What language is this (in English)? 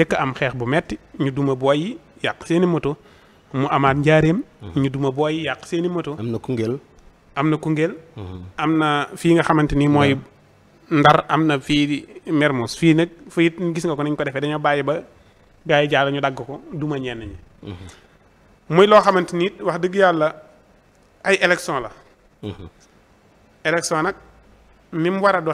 Wolof